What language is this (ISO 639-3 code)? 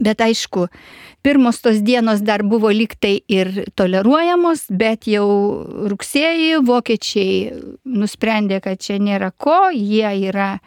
lit